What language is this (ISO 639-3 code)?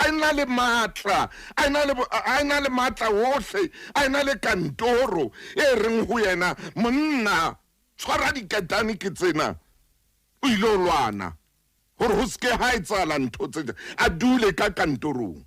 sot